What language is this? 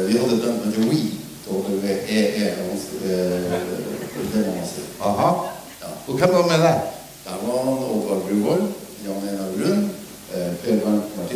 Norwegian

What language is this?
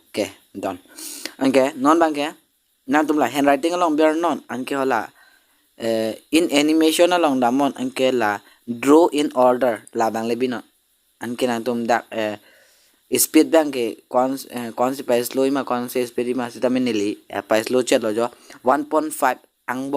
Karbi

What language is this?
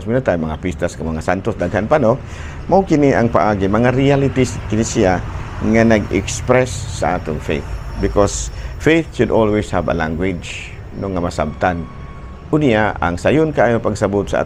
Cebuano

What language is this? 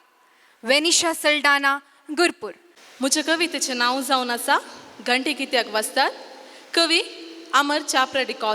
Konkani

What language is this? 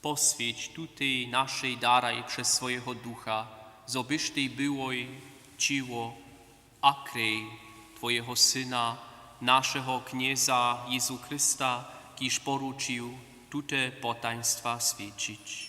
Upper Sorbian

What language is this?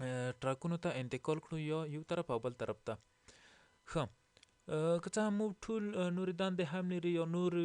Pashto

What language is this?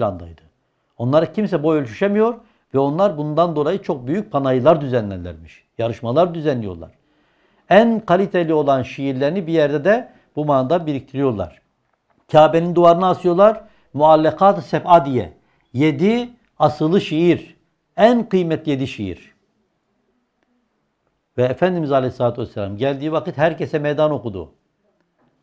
Turkish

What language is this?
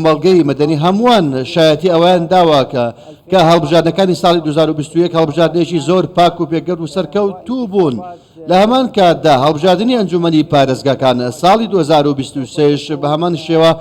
Central Kurdish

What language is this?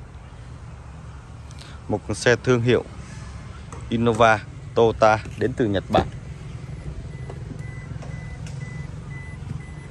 Vietnamese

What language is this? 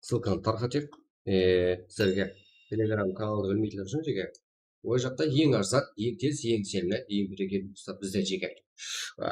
Kara-Kalpak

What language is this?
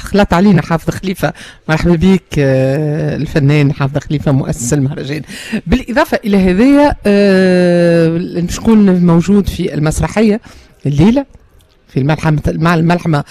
Tunisian Arabic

